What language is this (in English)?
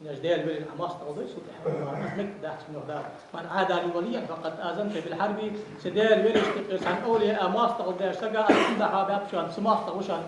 Ingush